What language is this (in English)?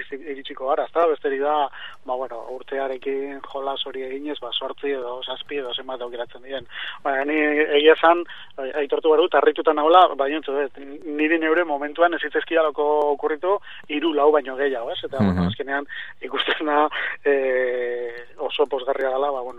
Basque